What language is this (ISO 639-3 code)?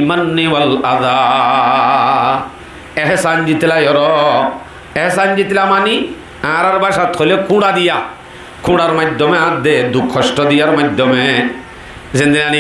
rhg